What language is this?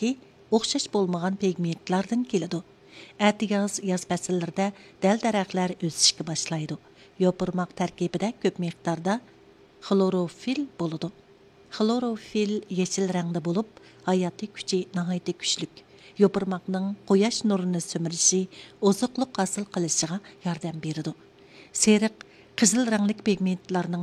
Uyghur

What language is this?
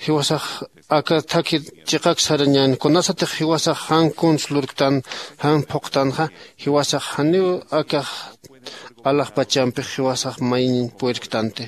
Aymara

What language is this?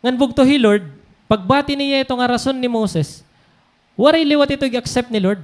Waray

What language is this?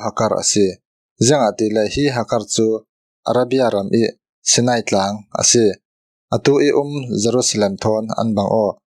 Falam Chin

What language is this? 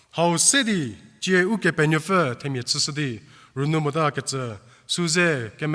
Angami Naga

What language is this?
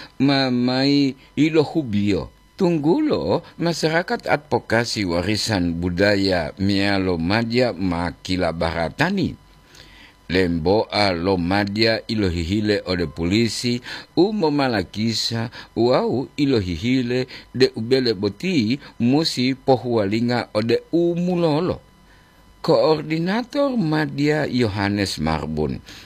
Gorontalo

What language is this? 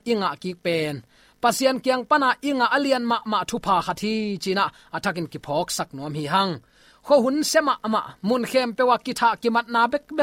Tedim Chin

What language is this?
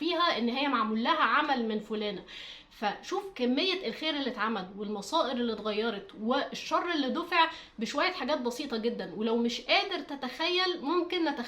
Egyptian Arabic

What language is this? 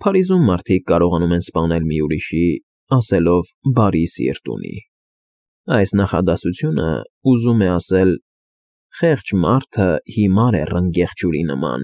Armenian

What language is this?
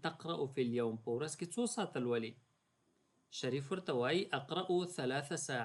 Pashto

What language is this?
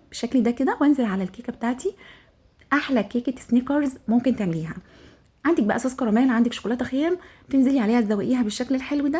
Egyptian Arabic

